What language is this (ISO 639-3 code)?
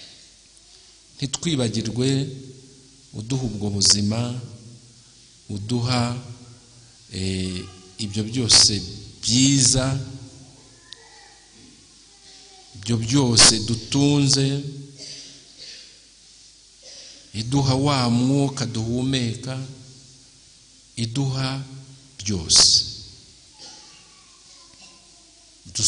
kin